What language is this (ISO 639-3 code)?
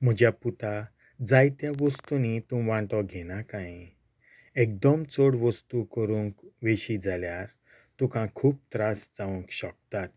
kok